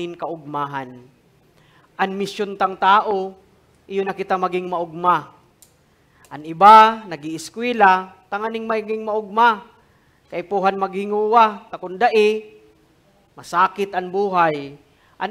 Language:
Bikol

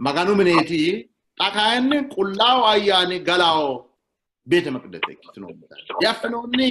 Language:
Sidamo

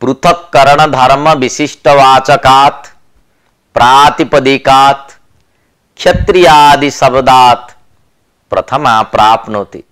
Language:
Sanskrit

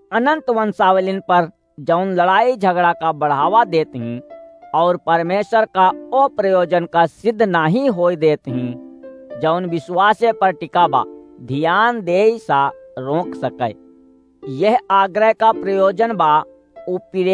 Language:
Awadhi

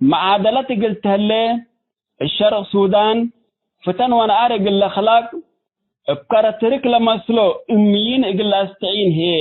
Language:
Tigre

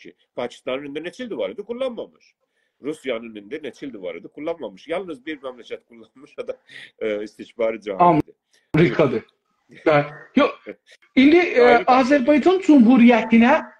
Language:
South Azerbaijani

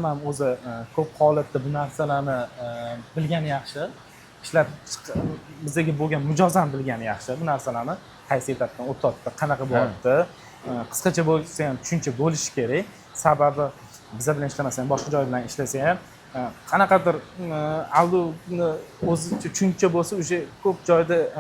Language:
Uzbek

